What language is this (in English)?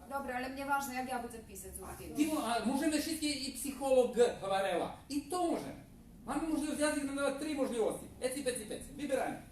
Rusyn